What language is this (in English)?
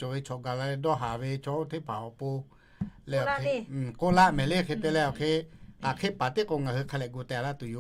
Lahu